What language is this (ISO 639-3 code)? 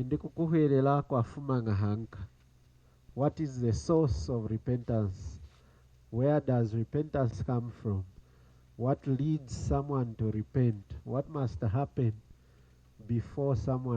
lun